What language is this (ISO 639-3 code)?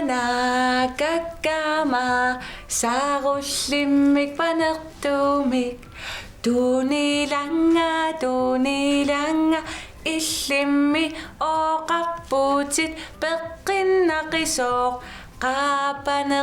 kal